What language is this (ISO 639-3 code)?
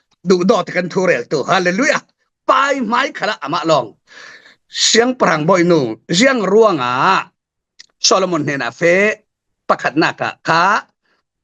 cfm